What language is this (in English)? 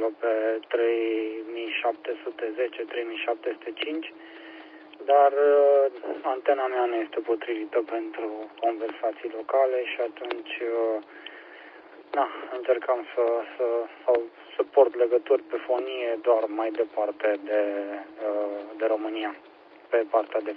Romanian